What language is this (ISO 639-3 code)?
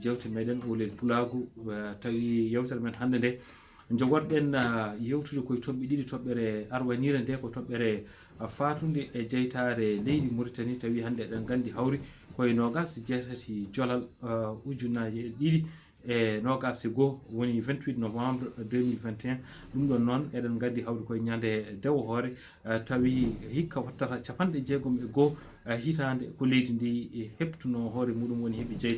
ful